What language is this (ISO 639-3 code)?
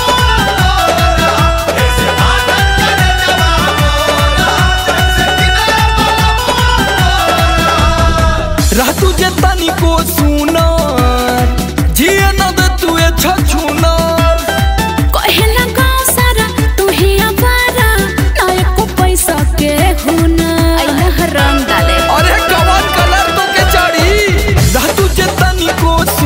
bho